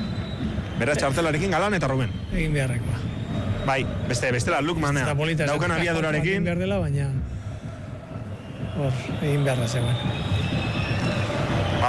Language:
Basque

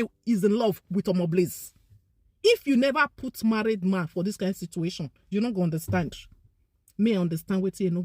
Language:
Nigerian Pidgin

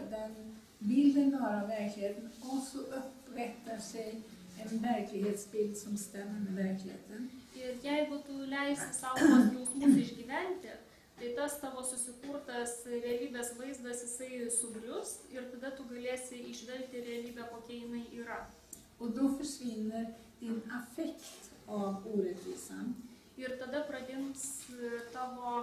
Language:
Swedish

